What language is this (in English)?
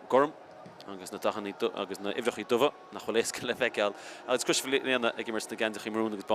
Irish